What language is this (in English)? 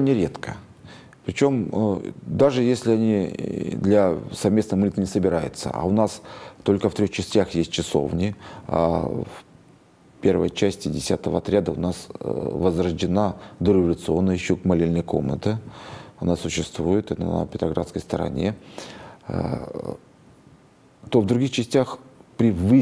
Russian